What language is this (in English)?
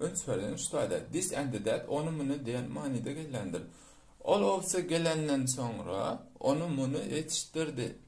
Turkmen